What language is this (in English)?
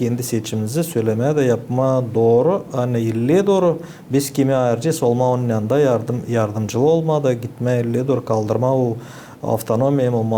Gagauz